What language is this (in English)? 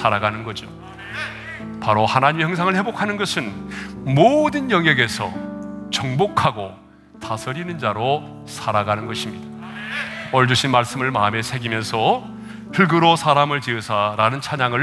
Korean